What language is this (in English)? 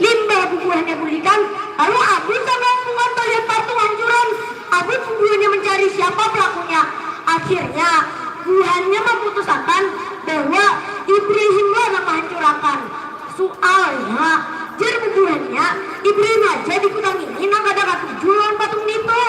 Banjar